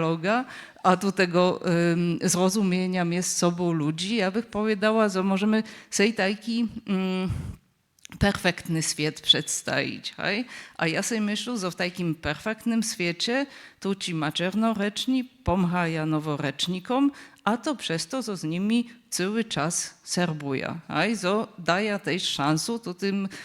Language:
Upper Sorbian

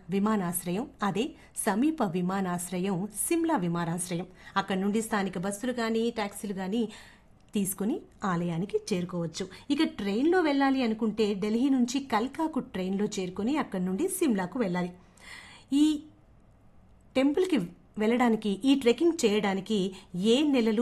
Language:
Telugu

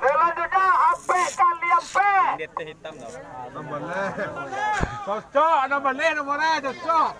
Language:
Minangkabau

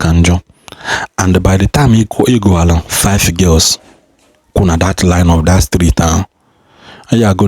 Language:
Igbo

